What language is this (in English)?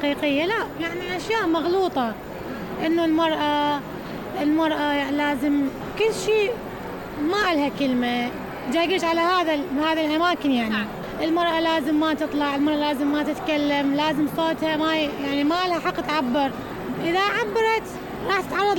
Mesopotamian Arabic